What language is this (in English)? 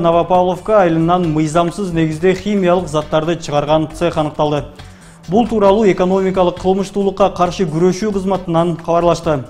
Kyrgyz